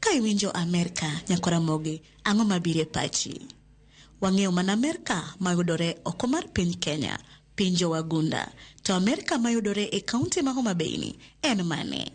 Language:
Luo (Kenya and Tanzania)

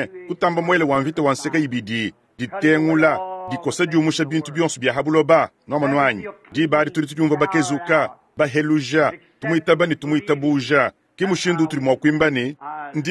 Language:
Luba-Lulua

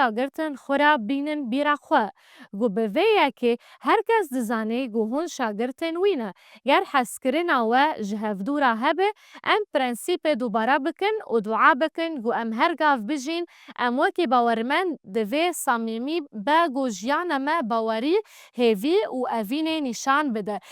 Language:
Kurdish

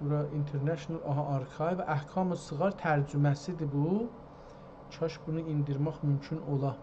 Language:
South Azerbaijani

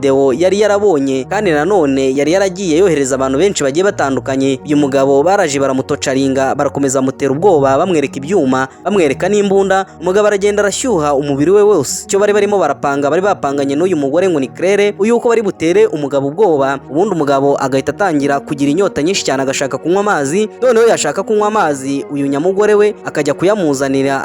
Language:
Kinyarwanda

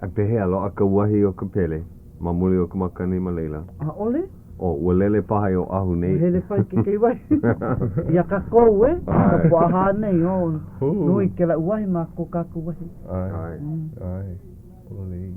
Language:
Hawaiian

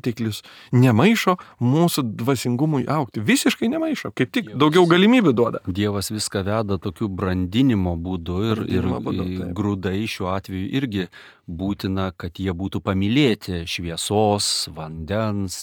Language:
Lithuanian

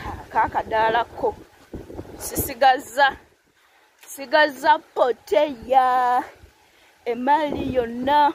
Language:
Ganda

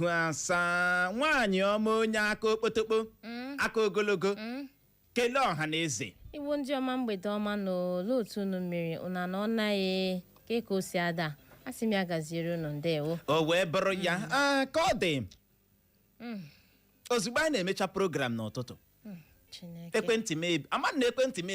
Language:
Igbo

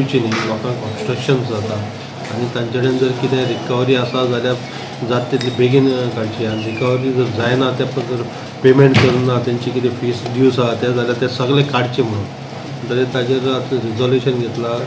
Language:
Konkani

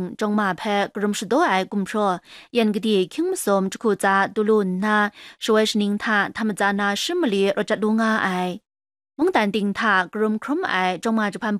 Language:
Kachin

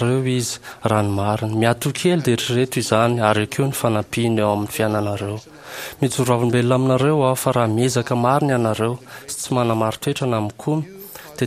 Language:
Malagasy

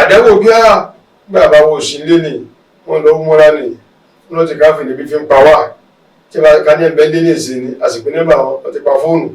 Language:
Yoruba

